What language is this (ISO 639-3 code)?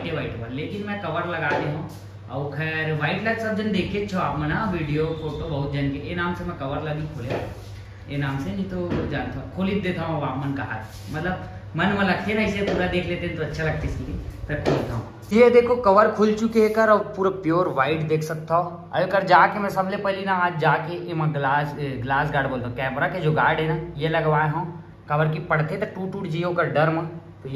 hne